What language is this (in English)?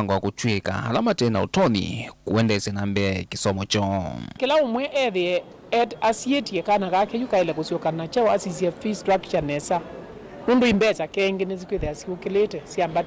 Kamba